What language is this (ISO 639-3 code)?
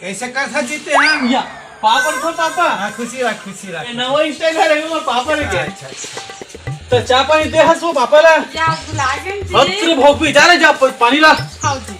hne